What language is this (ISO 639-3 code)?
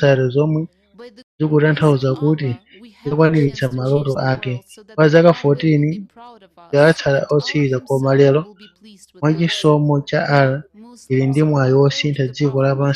nya